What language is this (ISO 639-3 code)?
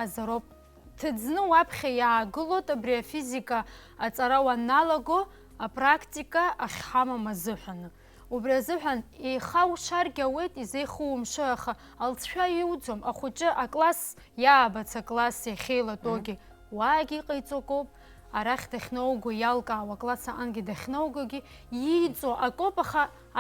abk